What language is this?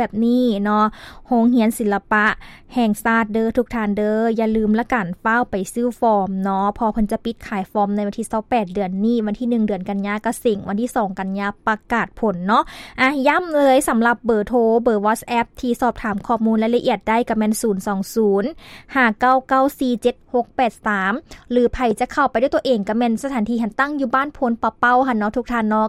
Lao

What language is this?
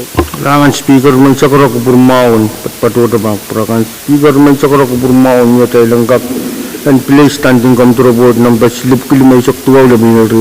Pohnpeian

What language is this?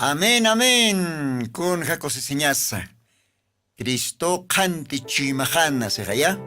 Aymara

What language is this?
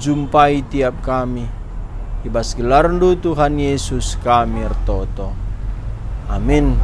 Batak Karo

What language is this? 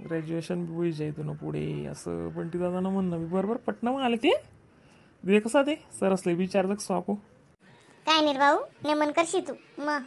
Khandesi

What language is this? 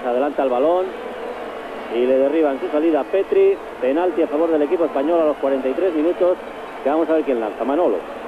Spanish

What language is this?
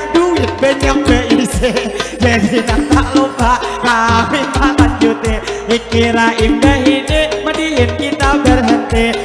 Banjar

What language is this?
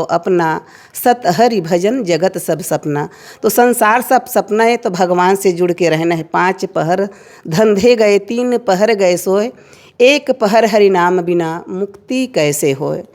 Chhattisgarhi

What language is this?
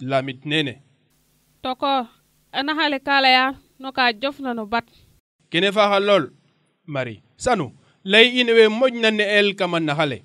Serer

